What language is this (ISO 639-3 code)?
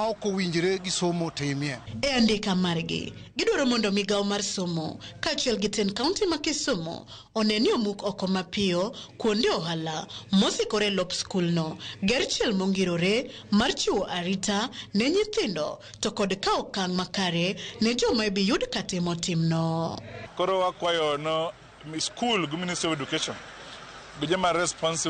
luo